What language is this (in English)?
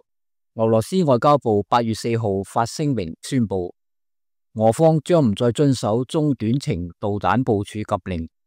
Cantonese